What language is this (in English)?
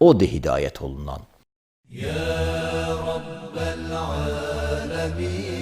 Azerbaijani